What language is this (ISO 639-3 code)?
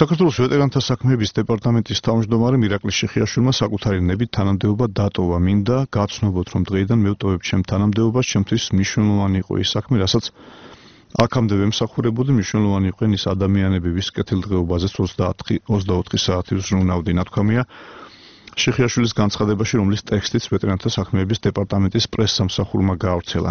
kat